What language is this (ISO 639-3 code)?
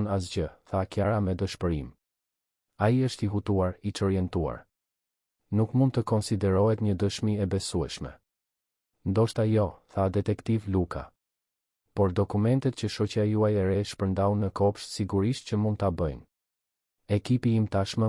sqi